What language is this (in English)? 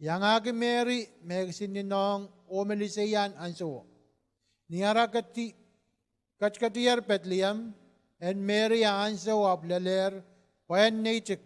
Pohnpeian